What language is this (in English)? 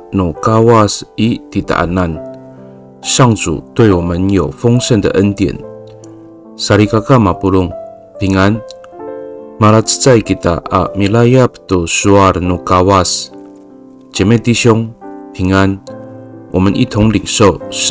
Amis